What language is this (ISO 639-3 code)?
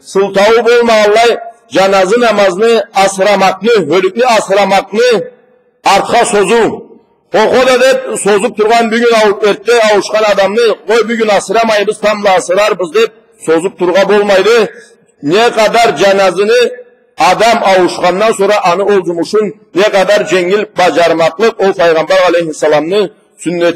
krc